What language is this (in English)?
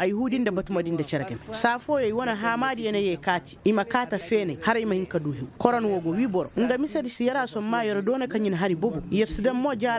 Koyraboro Senni